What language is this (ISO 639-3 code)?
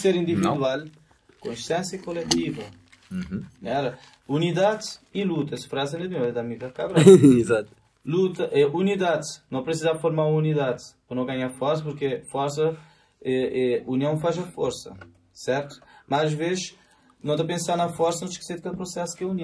kea